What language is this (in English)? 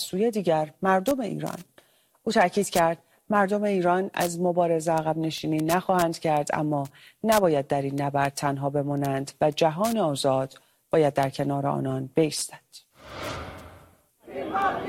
Persian